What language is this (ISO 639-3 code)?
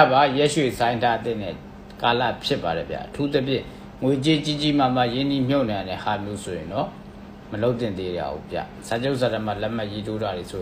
mya